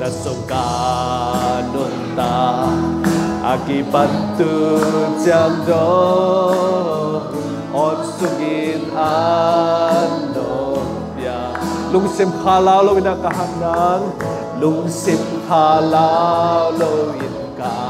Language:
Tedim Chin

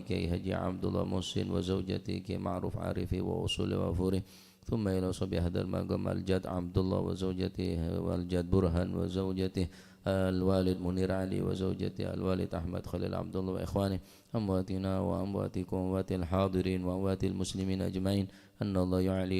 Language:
Madurese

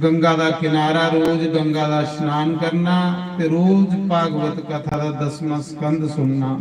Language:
Dogri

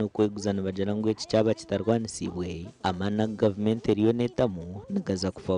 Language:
Nyankole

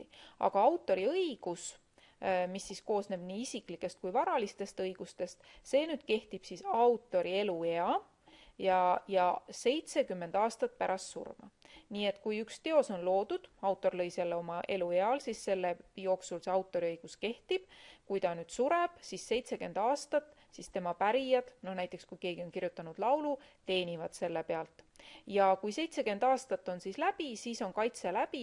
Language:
Estonian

